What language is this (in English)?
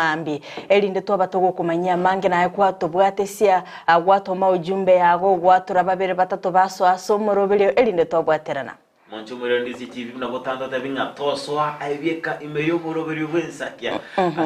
Gusii